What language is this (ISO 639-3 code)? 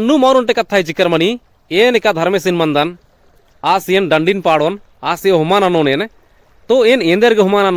kru